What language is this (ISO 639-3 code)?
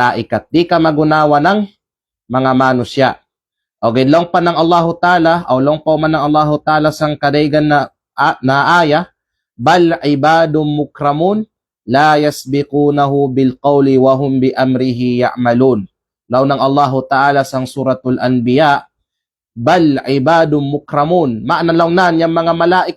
kqe